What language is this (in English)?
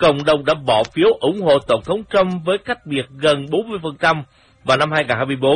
Vietnamese